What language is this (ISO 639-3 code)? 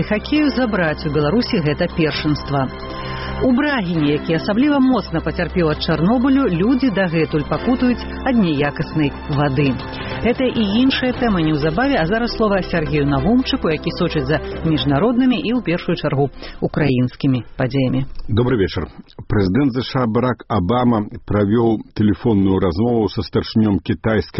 bel